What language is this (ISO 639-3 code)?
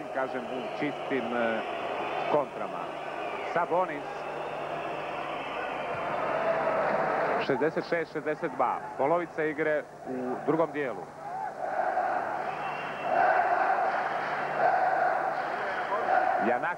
hrv